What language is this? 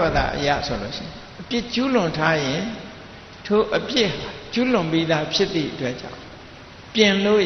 Burmese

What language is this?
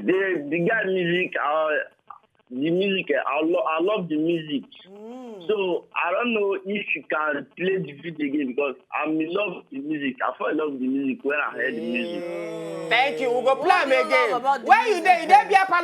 Nigerian Pidgin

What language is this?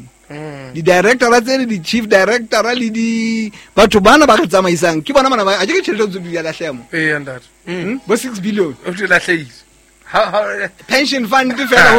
Southern Sotho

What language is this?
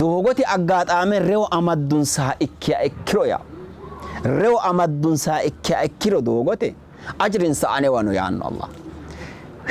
Sidamo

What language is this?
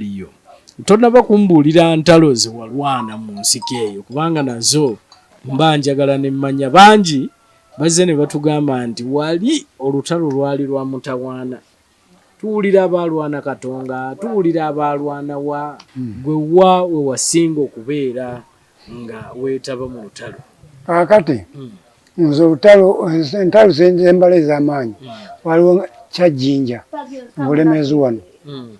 Ganda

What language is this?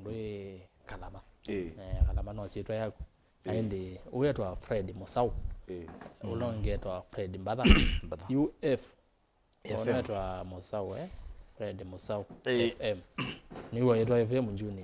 Kamba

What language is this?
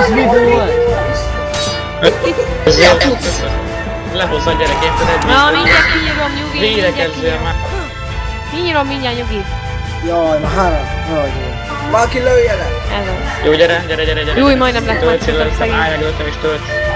Hungarian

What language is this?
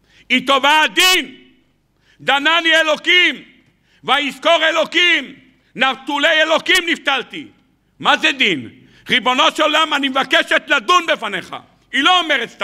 Hebrew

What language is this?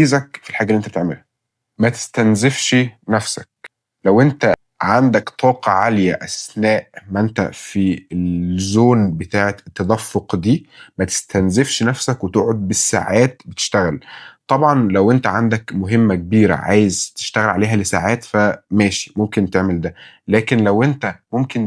Egyptian Arabic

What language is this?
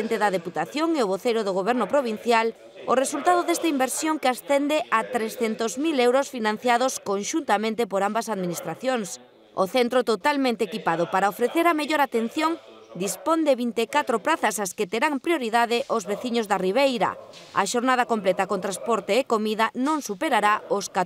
Galician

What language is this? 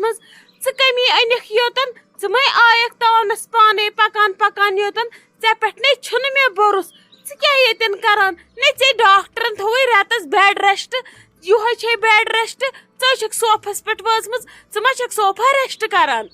Kashmiri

